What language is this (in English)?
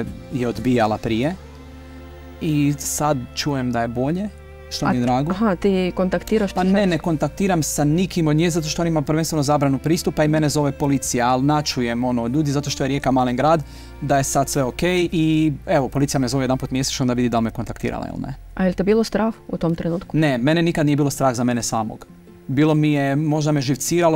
Croatian